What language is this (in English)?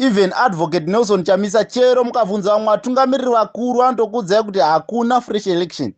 Shona